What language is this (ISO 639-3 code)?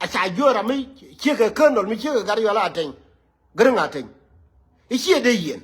nus